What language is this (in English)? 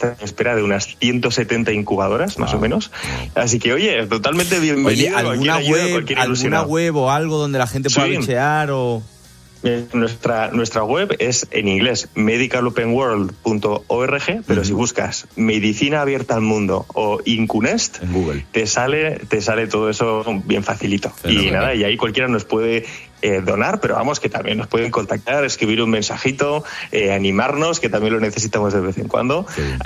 Spanish